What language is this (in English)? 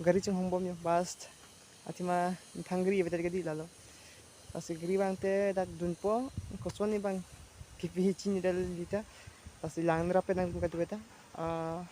Karbi